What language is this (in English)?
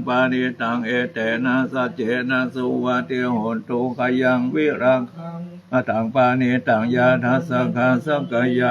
Pali